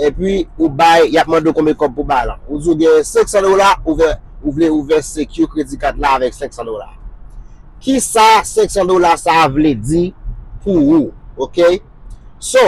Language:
Haitian Creole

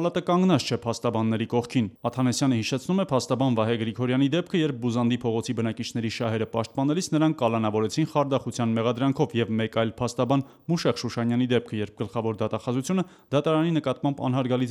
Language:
Armenian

